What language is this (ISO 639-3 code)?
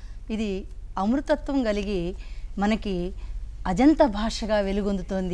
tel